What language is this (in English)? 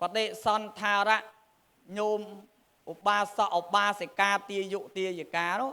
Khmer